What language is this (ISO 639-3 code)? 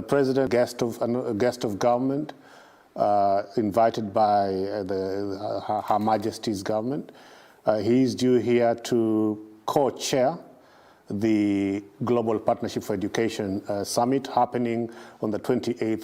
mer